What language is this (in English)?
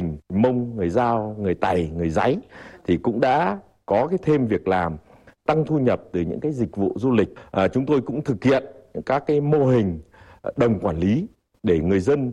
Vietnamese